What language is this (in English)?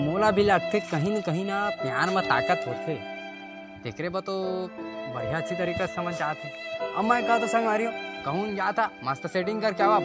Chhattisgarhi